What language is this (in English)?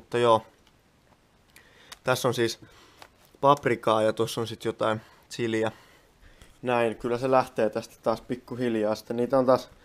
Finnish